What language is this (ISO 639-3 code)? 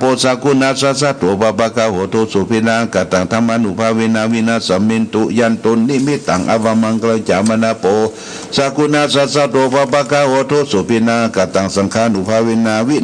pli